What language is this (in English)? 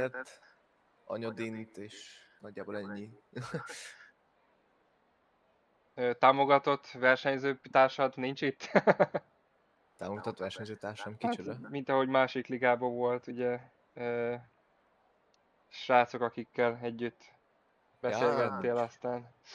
Hungarian